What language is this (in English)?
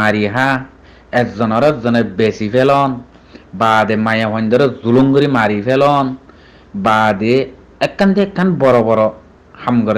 Rohingya